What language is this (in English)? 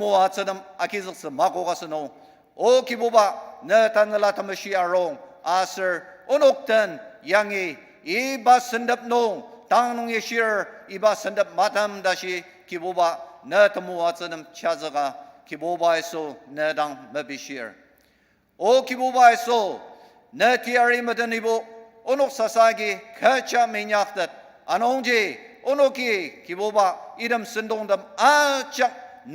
Ao Naga